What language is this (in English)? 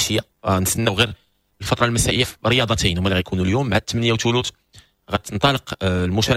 Moroccan Arabic